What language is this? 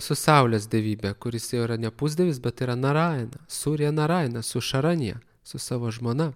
Lithuanian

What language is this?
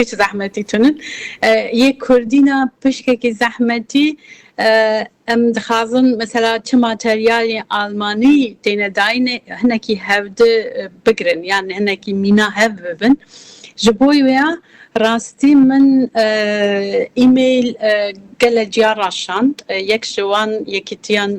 Kurdish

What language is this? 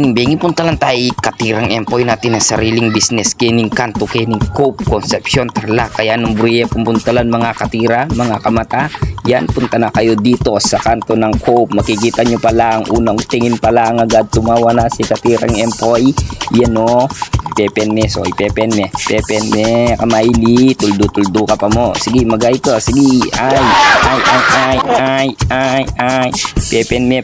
Pampanga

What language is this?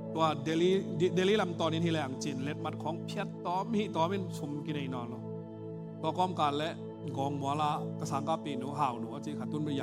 Tedim Chin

